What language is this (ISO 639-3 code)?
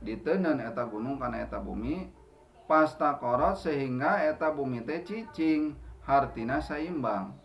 sun